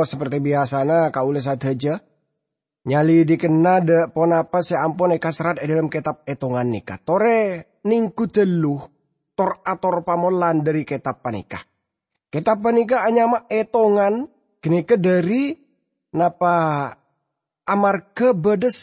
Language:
Madurese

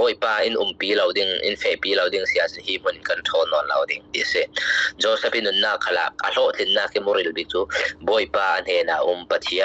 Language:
Falam Chin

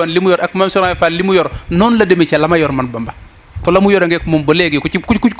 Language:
Wolof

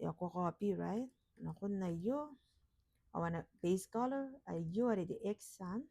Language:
Gilbertese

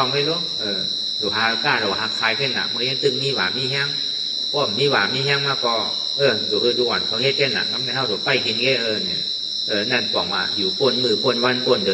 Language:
Shan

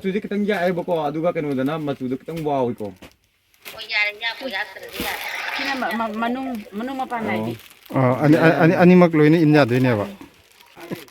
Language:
Manipuri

